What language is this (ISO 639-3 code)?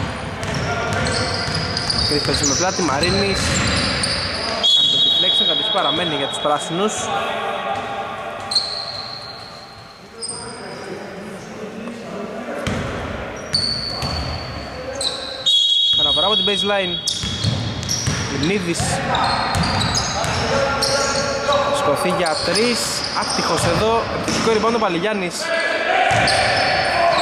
ell